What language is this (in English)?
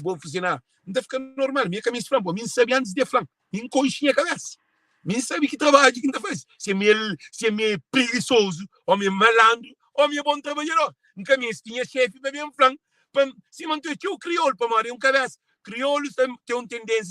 Kabuverdianu